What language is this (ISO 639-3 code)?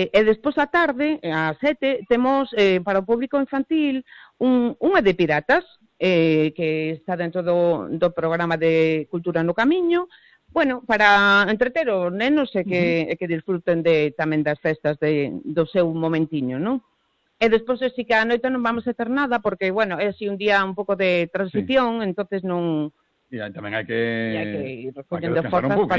glg